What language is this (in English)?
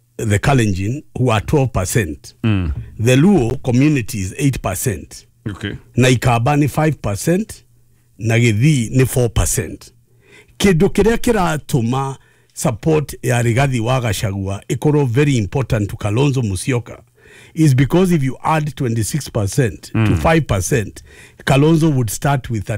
Kikuyu